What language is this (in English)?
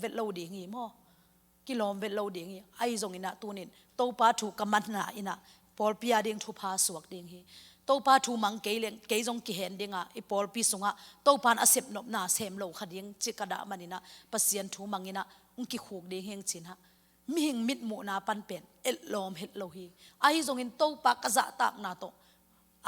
Tedim Chin